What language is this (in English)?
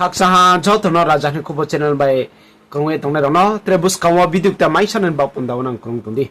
Riang (India)